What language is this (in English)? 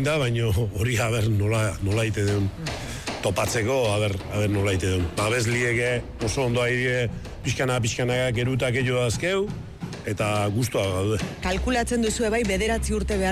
Basque